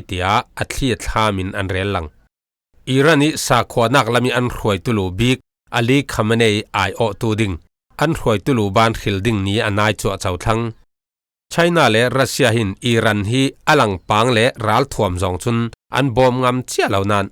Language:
Falam Chin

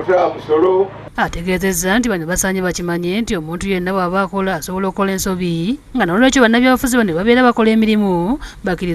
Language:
Ganda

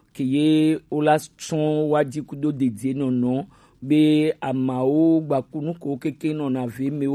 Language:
Gen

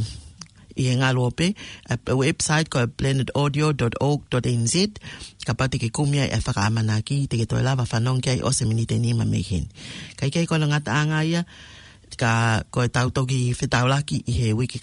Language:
Tongan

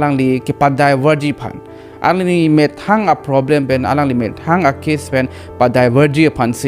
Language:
Karbi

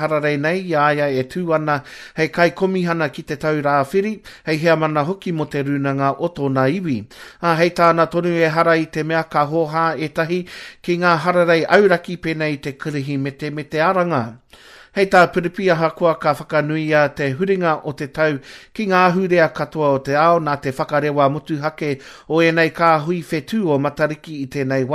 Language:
Māori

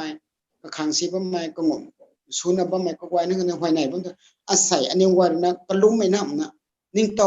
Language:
Rongmei Naga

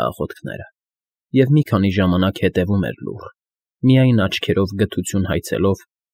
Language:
Armenian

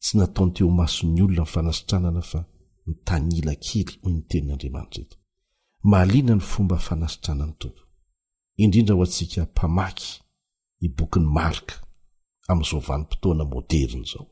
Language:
Malagasy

